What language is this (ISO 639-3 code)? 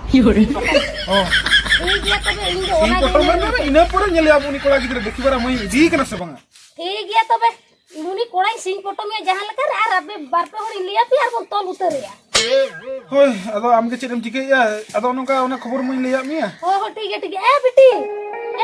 sat